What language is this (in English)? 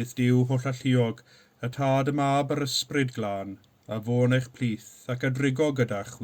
Welsh